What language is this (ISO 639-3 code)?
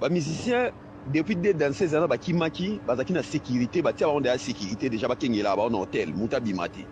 lin